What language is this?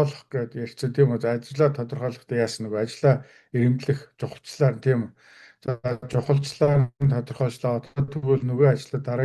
Mongolian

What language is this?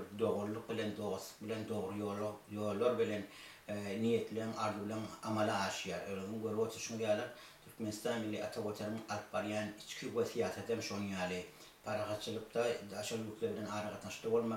Turkmen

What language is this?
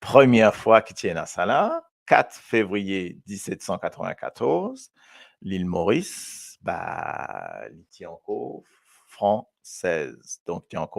Morisyen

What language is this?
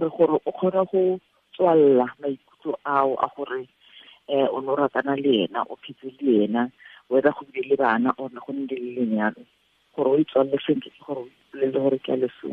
Tswana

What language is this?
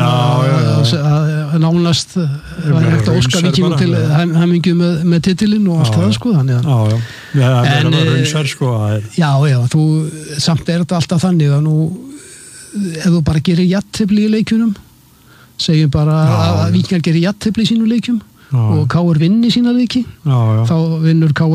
Icelandic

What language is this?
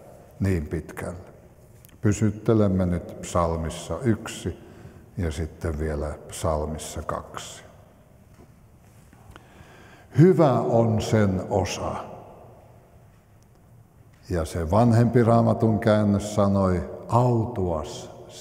Finnish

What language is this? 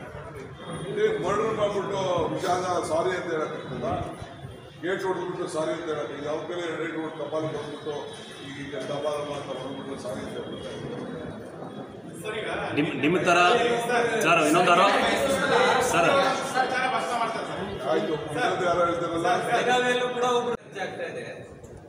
Kannada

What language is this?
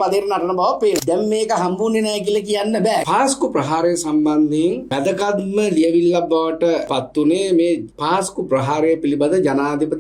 Sinhala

